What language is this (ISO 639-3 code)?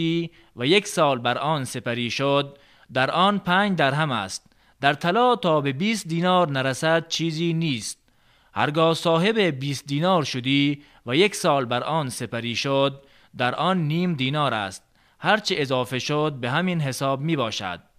tgk